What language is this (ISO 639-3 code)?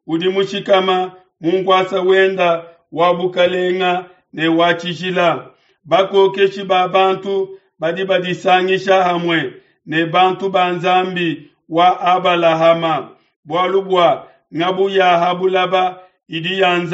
lua